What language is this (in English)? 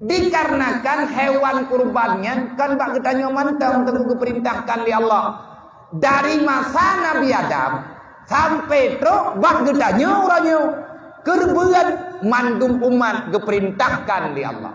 Achinese